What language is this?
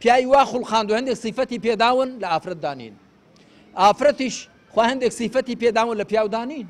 Central Kurdish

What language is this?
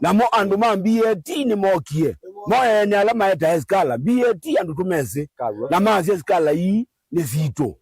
Kamba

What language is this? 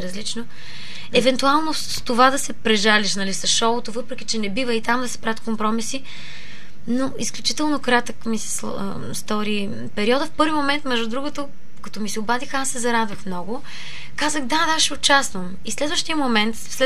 Bulgarian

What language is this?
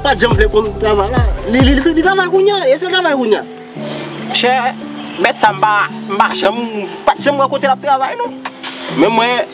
Haitian Creole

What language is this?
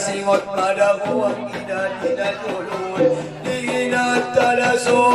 Batak Angkola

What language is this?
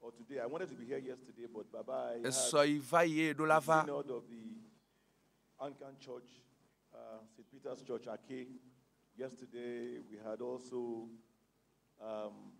Ewe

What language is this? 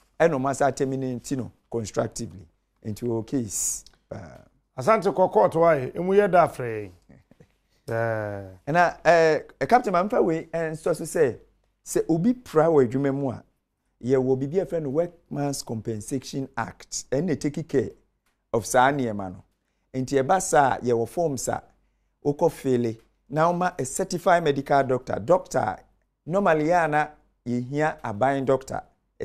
Akan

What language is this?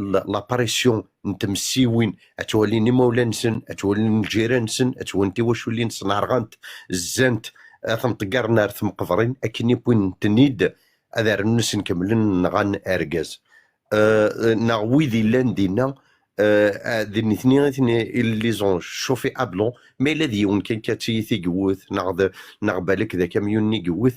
Kabyle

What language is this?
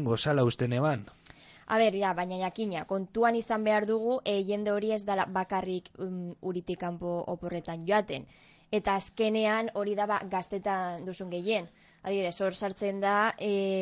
Basque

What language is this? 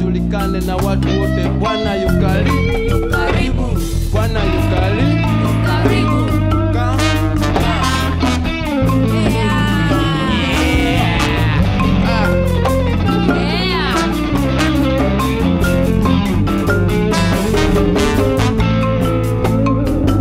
Swahili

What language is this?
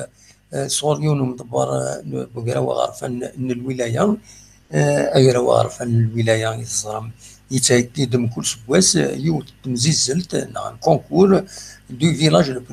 Kabyle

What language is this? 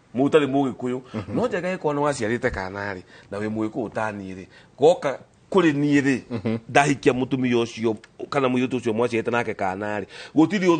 Kikuyu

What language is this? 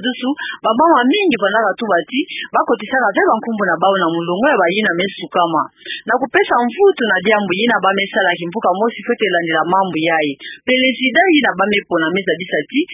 Kituba (Democratic Republic of Congo)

